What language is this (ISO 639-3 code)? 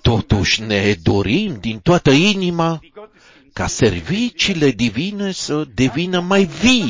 ron